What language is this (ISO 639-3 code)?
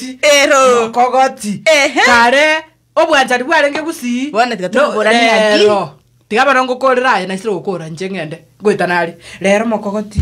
guz